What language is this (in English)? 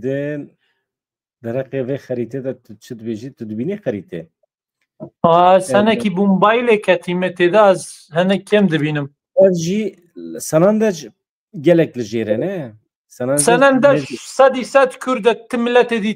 Kurdish